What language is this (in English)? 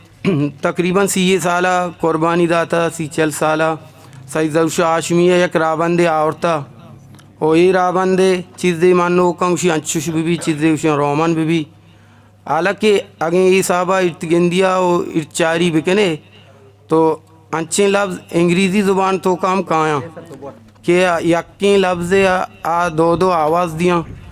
Eastern Balochi